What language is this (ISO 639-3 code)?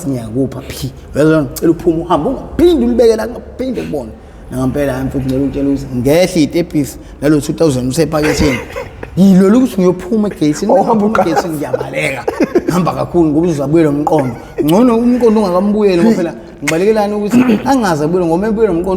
zul